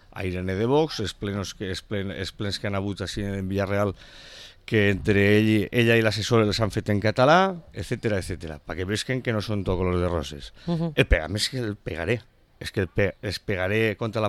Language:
Catalan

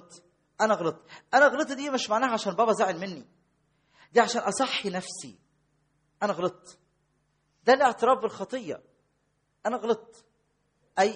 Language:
Egyptian Arabic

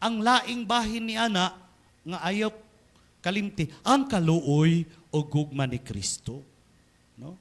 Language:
Cebuano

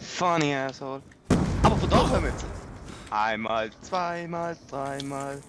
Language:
Swiss German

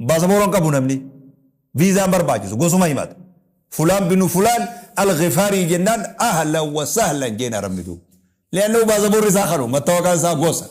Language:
Oromo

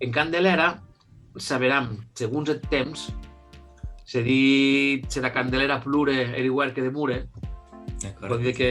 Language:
Occitan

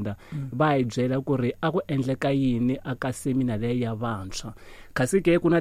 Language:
Tsonga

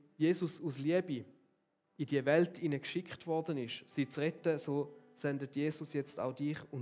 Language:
Swiss German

